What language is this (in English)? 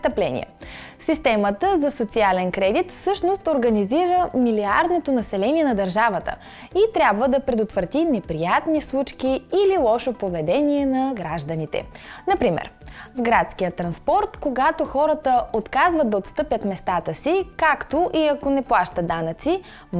Bulgarian